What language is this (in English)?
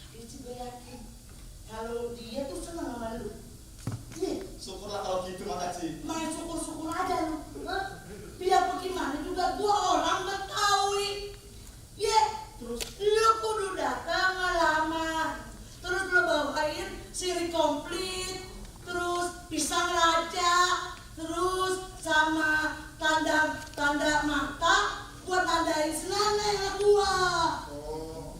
Betawi